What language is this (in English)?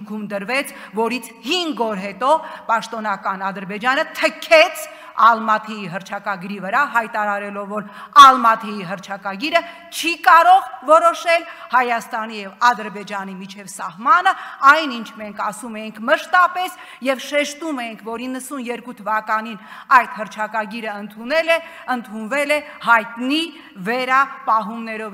Armenian